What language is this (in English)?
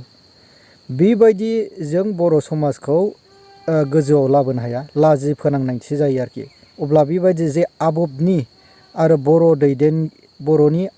Bodo